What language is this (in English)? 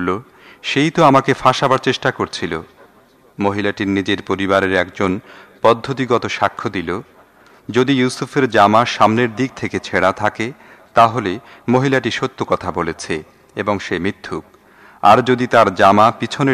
Bangla